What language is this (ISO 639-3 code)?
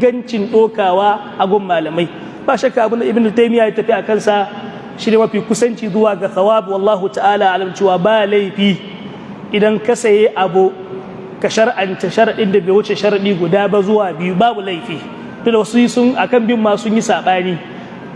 hau